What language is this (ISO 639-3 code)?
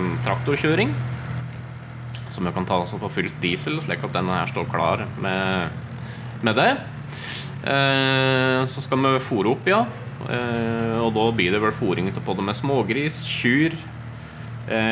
nor